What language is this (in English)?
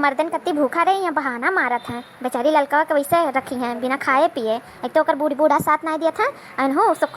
Awadhi